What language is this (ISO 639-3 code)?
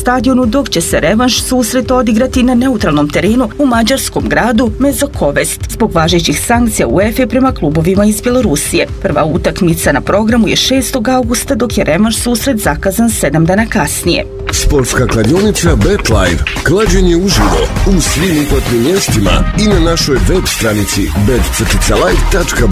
bos